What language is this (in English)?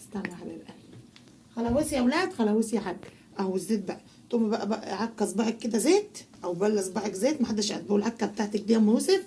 Egyptian Arabic